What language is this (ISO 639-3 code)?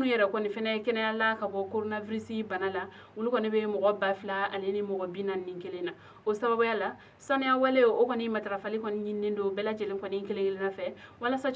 bam